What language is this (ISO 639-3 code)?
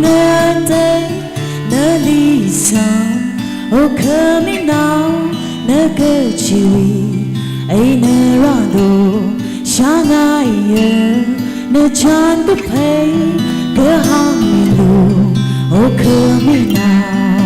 nmf